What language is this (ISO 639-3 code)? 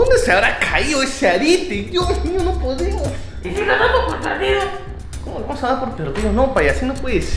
spa